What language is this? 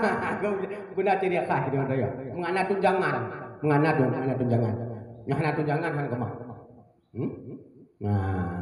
Achinese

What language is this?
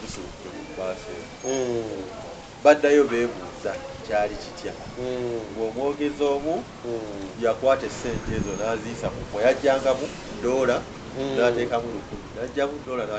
Ganda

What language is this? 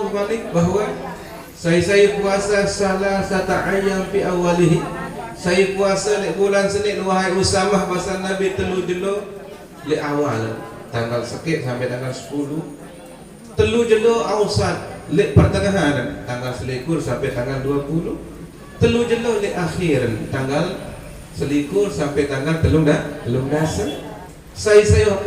Sasak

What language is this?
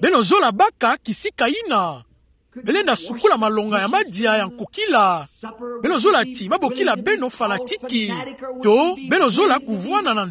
Kituba (Democratic Republic of Congo)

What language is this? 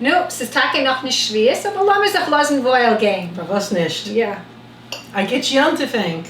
Yiddish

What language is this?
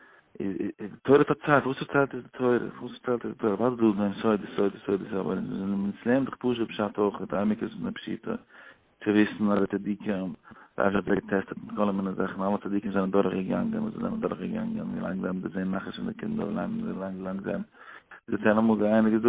Yiddish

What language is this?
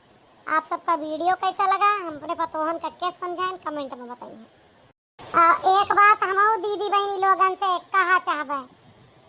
Awadhi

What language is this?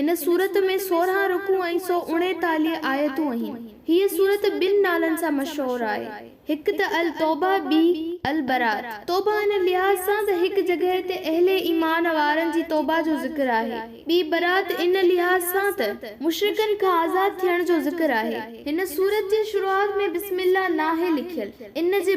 Sindhi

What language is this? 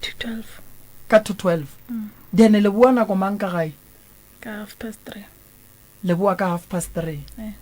Northern Sotho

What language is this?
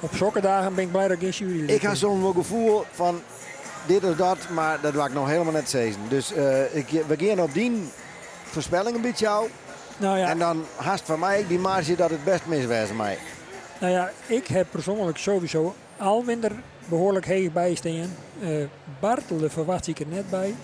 Western Frisian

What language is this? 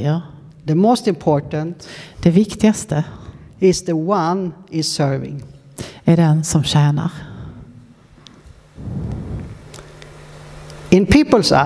Swedish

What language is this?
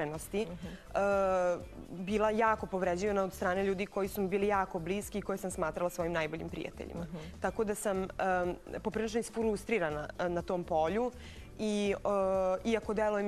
Serbian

